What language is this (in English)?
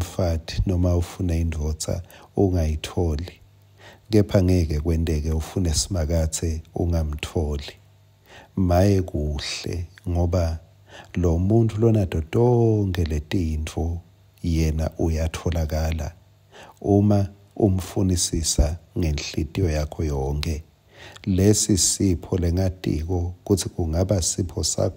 Swati